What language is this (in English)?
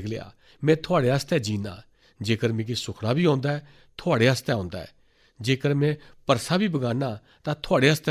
Dogri